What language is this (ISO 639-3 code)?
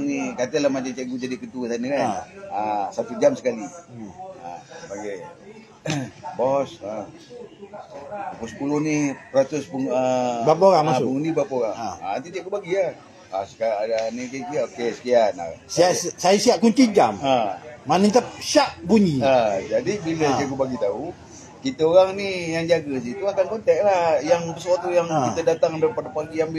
msa